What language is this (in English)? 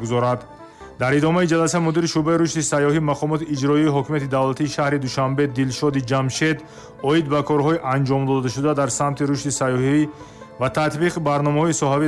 Tajik